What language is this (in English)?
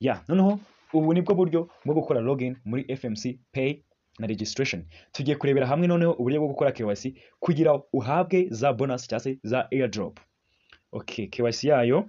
Kinyarwanda